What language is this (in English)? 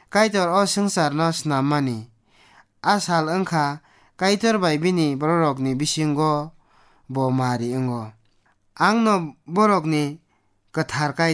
Kok Borok